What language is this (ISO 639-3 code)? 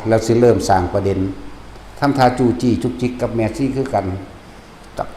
tts